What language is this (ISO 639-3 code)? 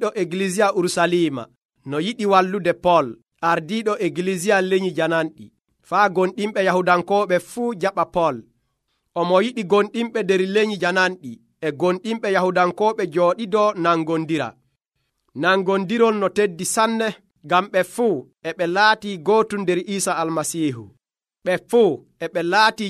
fuv